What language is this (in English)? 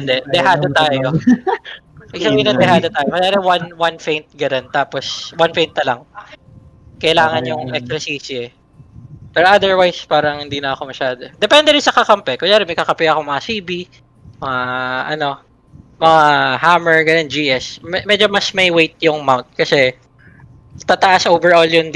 Filipino